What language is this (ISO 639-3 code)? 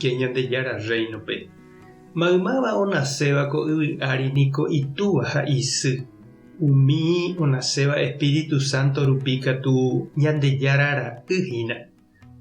grn